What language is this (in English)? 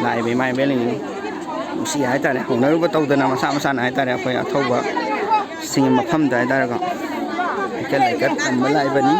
Manipuri